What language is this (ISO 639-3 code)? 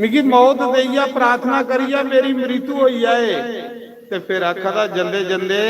doi